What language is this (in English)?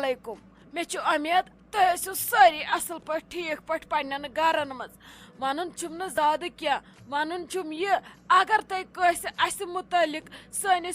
Kashmiri